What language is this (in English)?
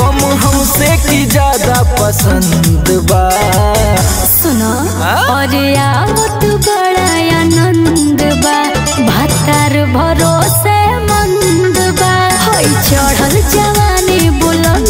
Bhojpuri